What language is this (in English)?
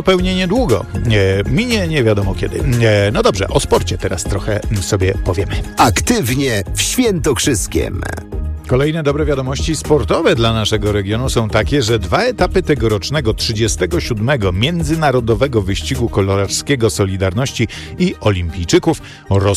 Polish